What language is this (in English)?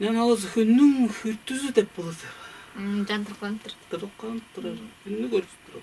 Tuvinian